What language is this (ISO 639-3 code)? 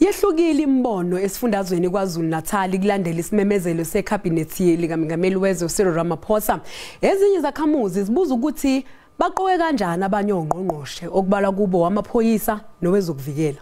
zul